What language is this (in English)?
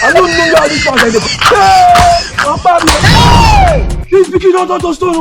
Nigerian Pidgin